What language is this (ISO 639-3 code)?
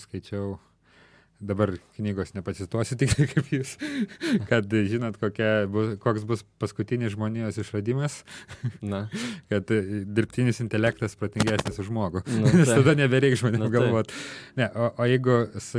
lit